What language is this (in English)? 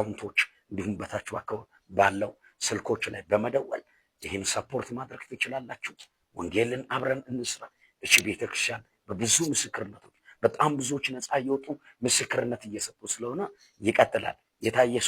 Amharic